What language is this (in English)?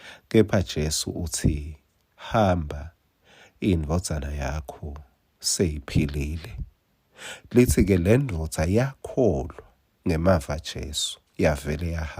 Swati